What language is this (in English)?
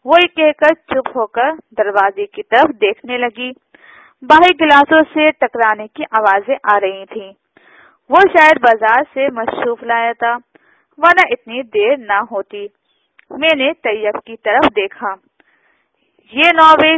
Urdu